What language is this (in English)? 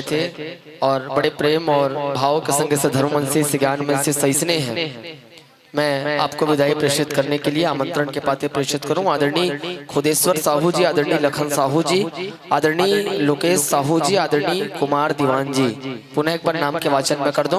Chhattisgarhi